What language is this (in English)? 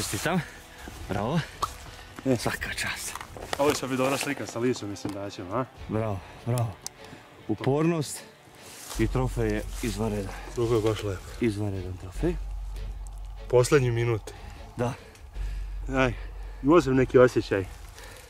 Serbian